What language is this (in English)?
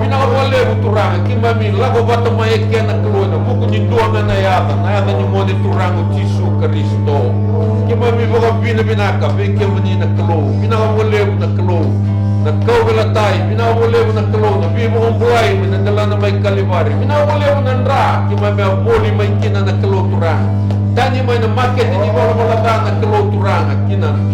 Fijian